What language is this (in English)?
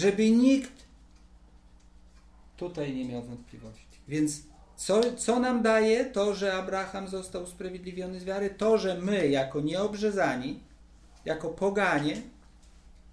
Polish